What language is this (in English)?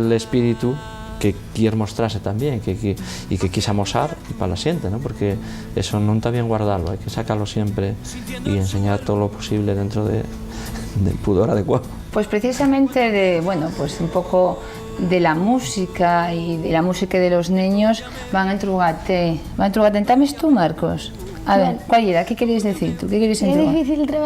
Asturian